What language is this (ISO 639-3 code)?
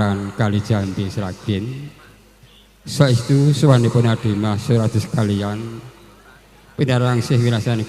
jav